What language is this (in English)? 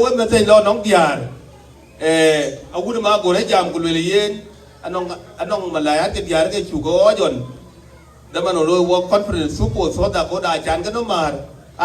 Dinka